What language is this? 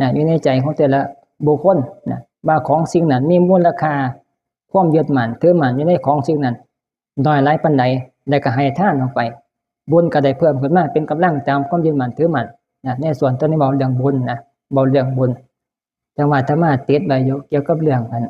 Northeastern Thai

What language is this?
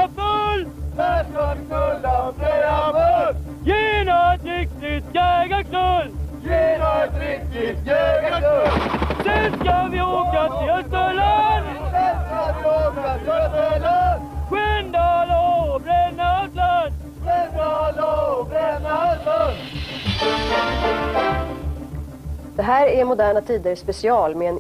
Swedish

